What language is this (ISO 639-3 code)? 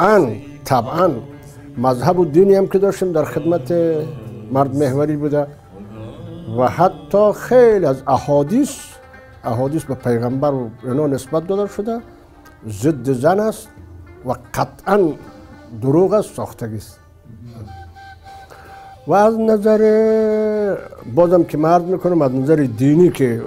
fas